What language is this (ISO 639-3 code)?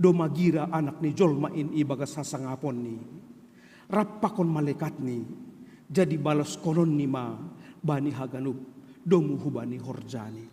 bts